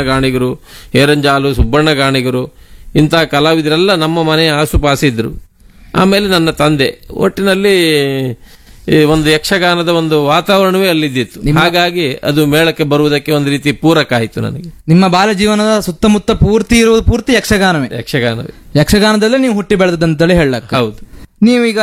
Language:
Kannada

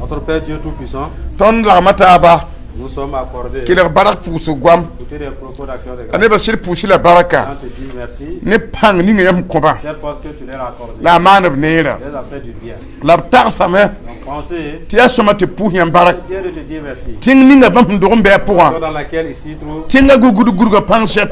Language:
Mossi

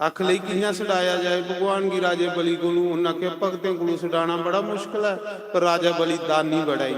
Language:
Dogri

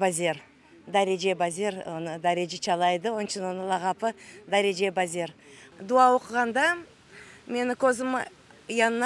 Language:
Crimean Tatar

